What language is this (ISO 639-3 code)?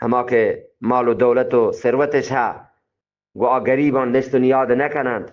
bgp